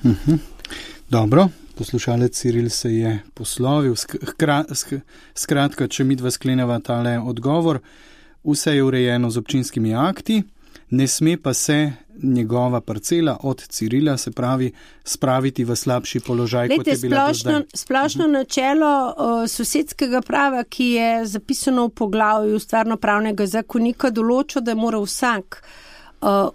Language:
Slovenian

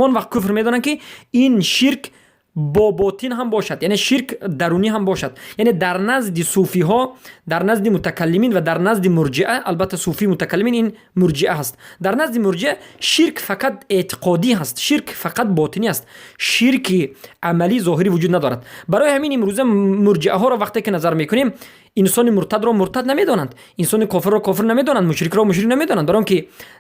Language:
Persian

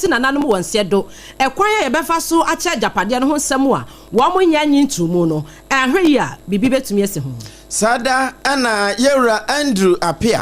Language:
Akan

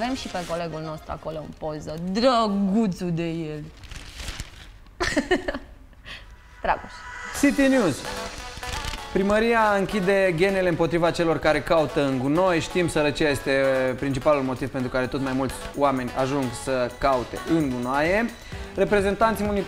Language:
Romanian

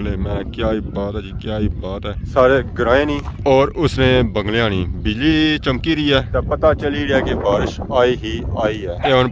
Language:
Pahari-Potwari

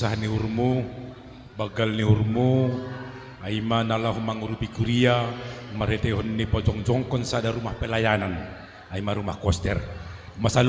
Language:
Batak Simalungun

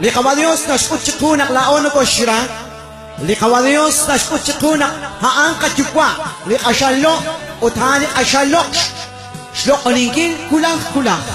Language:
Kekchí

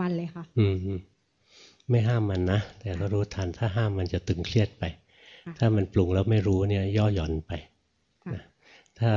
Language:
Thai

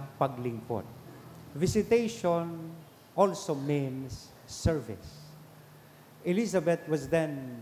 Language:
Bikol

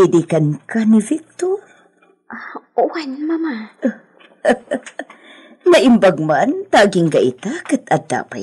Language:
Iloko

